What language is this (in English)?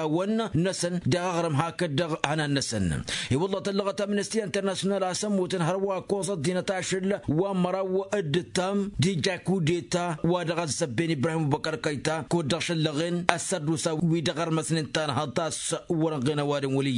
Tamasheq